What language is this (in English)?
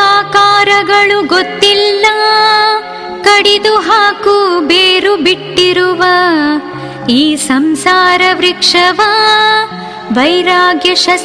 Kannada